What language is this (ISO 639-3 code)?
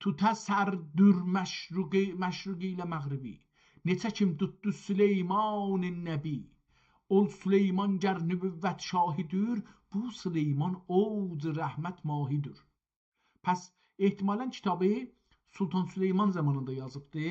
azb